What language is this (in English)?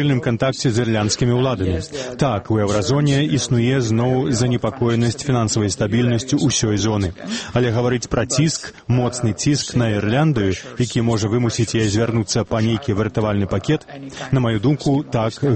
Belarusian